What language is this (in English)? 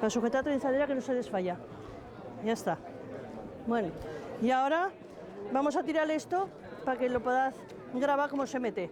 Aragonese